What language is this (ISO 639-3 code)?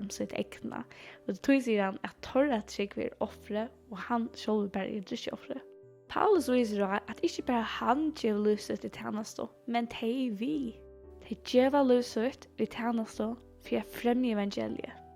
fao